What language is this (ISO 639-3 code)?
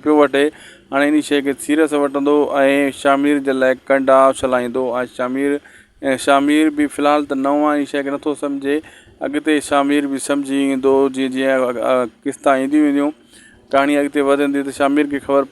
snd